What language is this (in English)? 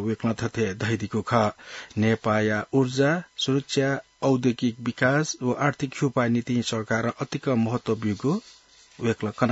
Newari